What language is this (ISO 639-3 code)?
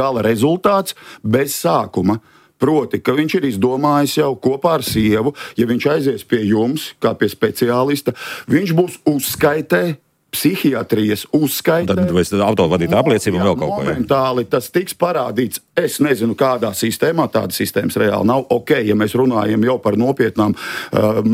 lav